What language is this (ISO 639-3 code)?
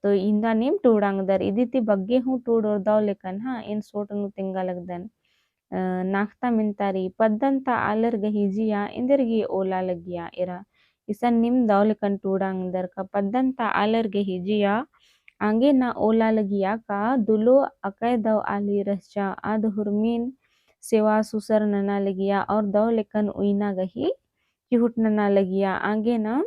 kru